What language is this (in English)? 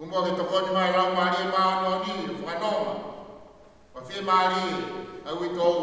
Tongan